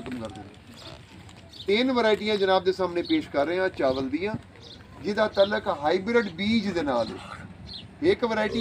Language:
Saraiki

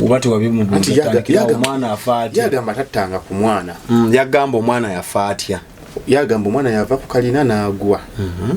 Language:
Ganda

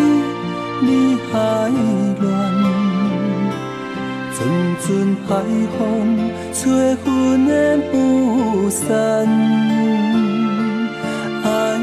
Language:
Min Nan Chinese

